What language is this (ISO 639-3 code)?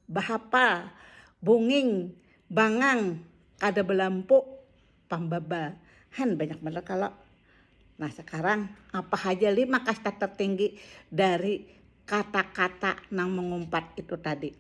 bjn